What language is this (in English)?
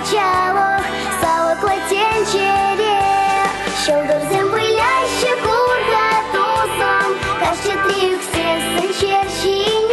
Chuvash